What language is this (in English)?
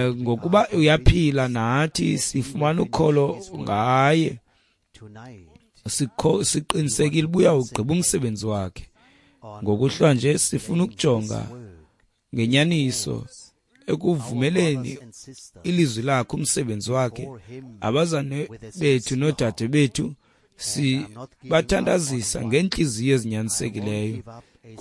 Xhosa